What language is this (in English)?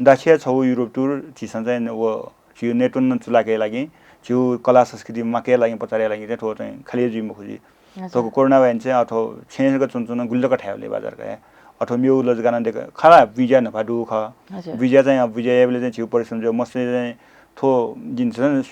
Newari